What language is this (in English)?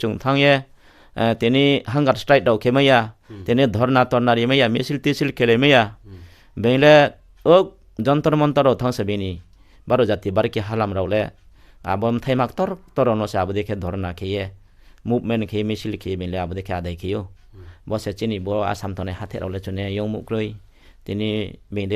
Riang (India)